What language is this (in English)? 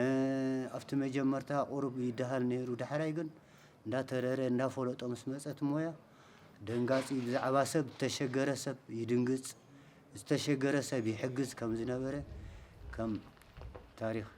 Tigrinya